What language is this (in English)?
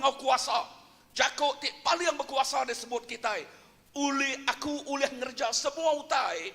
Iban